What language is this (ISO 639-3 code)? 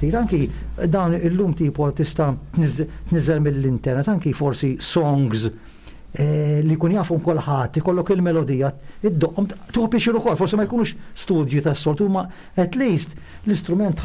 mlt